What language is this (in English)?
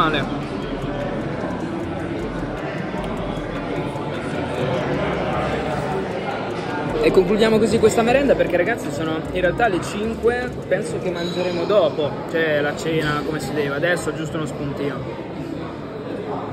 Italian